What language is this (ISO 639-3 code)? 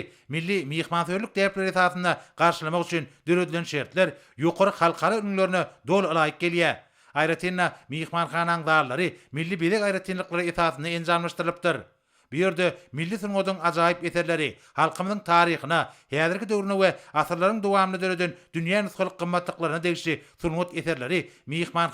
tuk